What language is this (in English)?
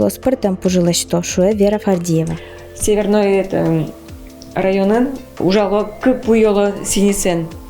Udmurt